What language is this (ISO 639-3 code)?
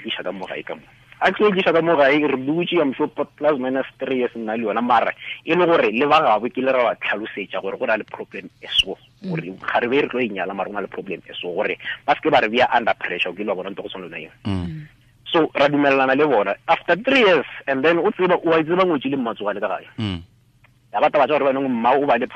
tsn